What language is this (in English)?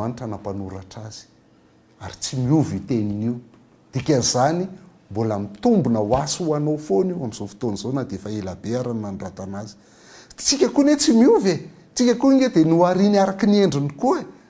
Malagasy